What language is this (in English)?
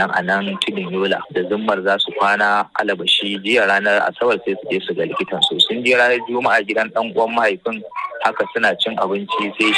Hausa